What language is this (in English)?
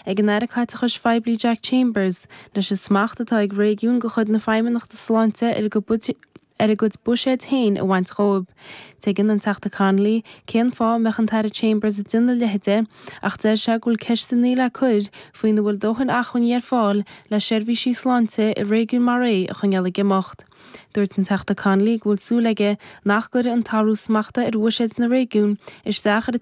Irish